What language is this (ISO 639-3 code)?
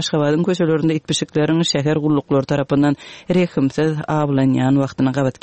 kir